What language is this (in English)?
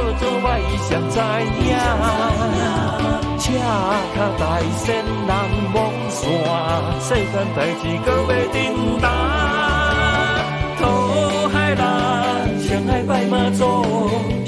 Chinese